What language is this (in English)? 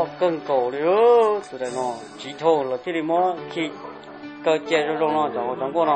Hmong